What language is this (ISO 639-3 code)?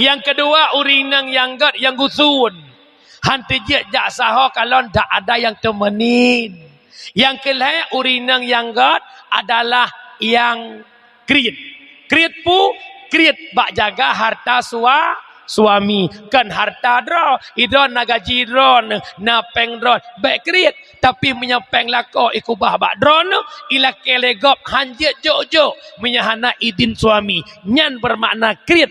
ace